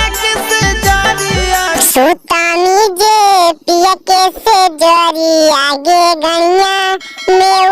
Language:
Magahi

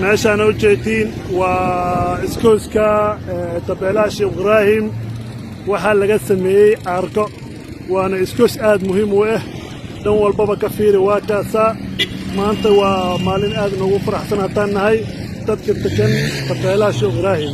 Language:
Somali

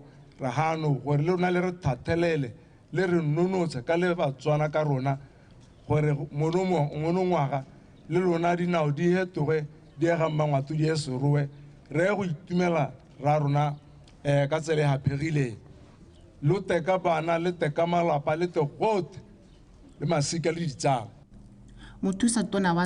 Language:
Tswana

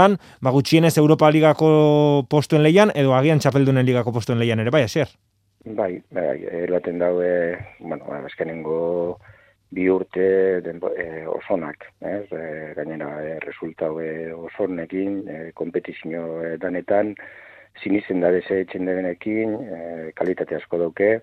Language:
Basque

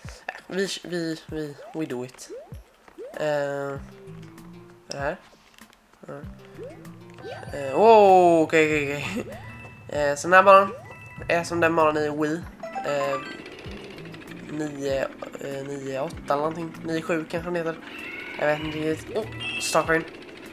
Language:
Swedish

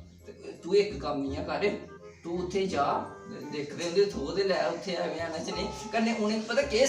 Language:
Dogri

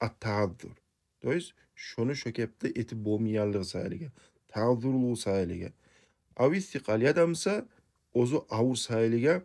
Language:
Kumyk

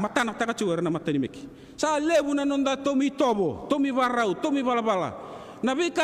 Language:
Fijian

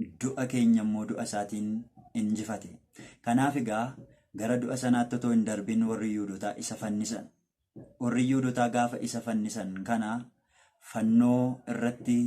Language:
Oromo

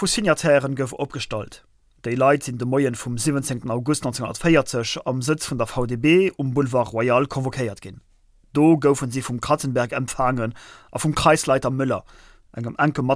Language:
Luxembourgish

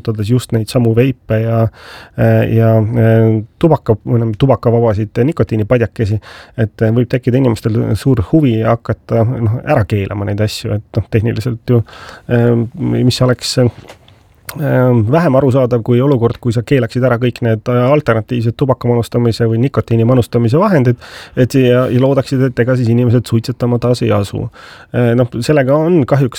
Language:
Estonian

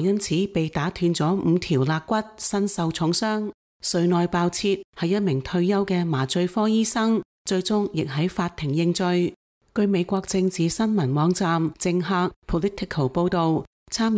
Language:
Cantonese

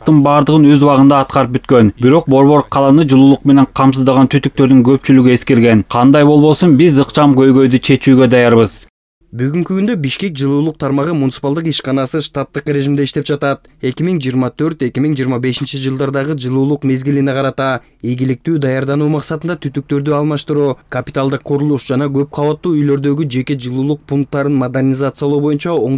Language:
Kyrgyz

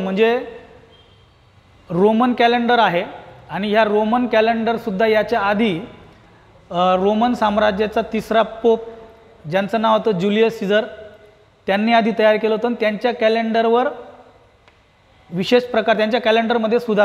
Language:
Marathi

